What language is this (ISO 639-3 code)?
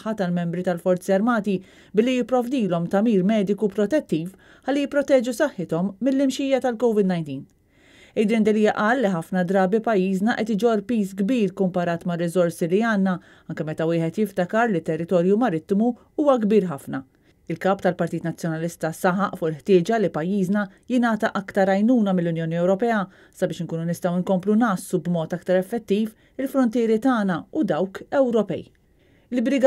mlt